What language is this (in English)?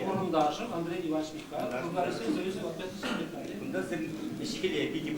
Chuvash